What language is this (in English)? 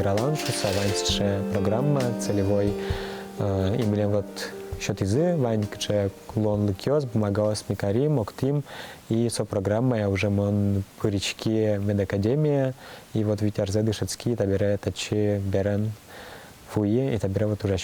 Udmurt